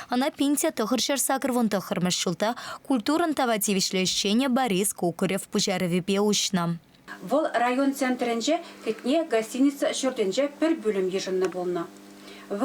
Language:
Chuvash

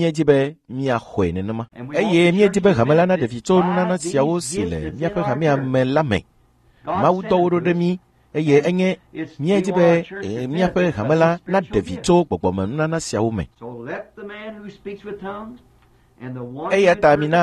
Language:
Ewe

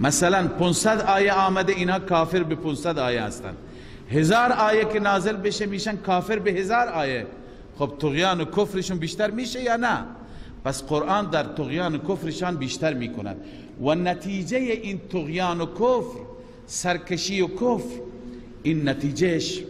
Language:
Persian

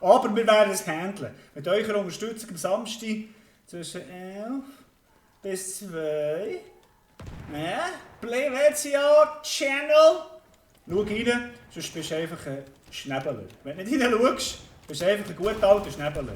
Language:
Swiss German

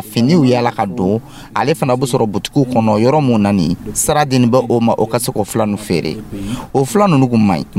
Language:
Dyula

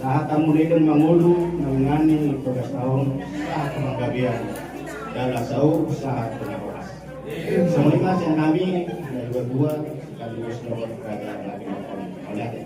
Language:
Batak Toba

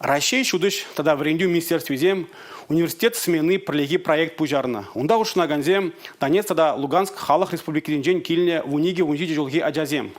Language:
Chuvash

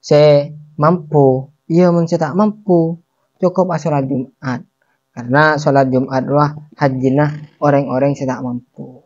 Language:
Madurese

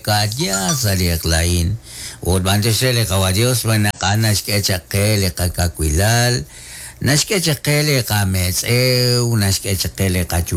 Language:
Kekchí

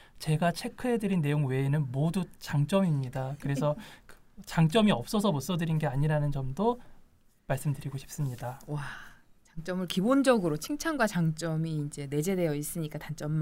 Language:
Korean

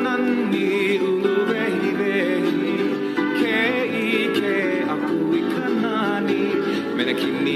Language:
Hawaiian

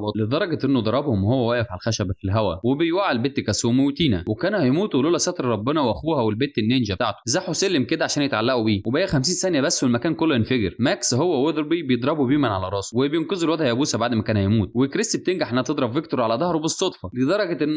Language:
Egyptian Arabic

